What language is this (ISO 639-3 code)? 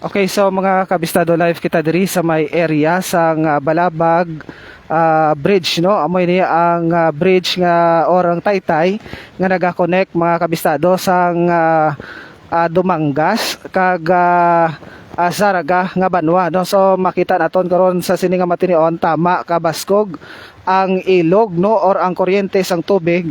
hil